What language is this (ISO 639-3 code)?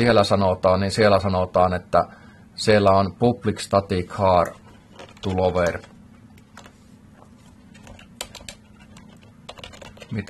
fin